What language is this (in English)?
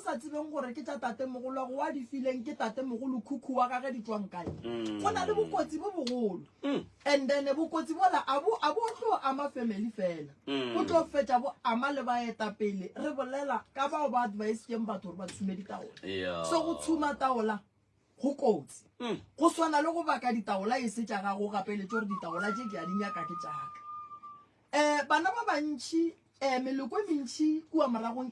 Northern Sotho